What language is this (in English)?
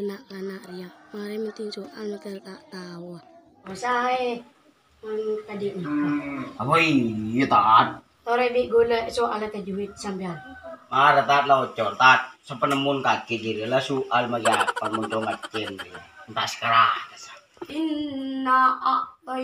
Madurese